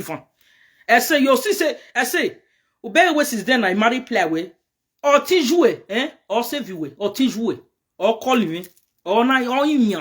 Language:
Nigerian Pidgin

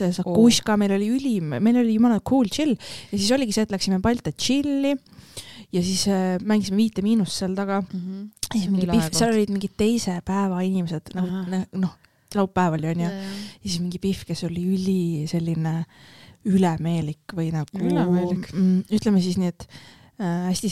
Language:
Estonian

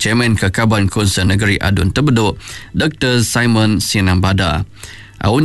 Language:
Iban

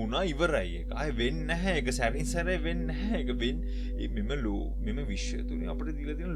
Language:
Sinhala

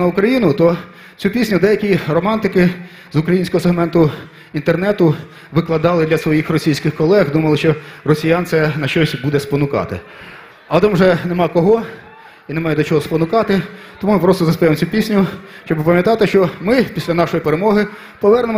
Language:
Ukrainian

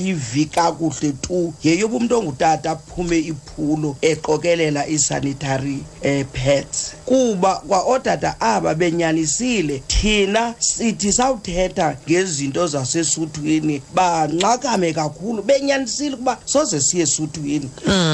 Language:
Xhosa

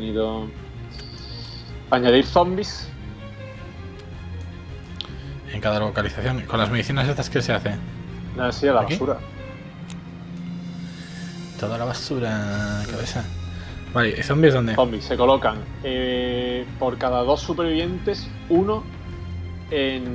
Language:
Spanish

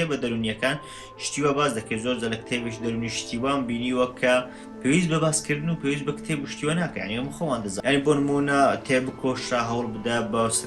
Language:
Central Kurdish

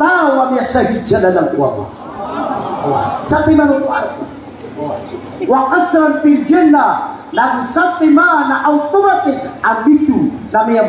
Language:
Maranao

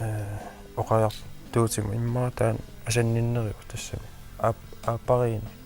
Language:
Kalaallisut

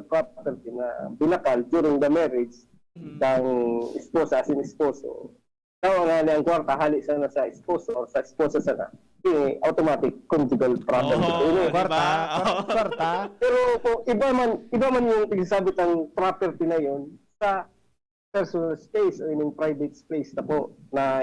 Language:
Bikol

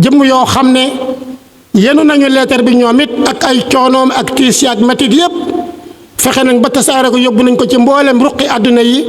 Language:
Wolof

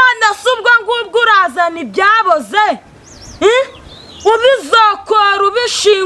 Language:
Kinyarwanda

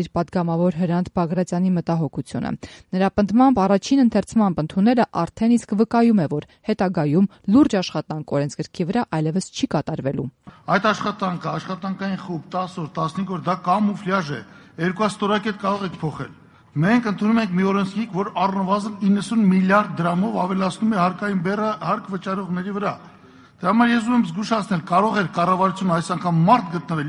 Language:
Armenian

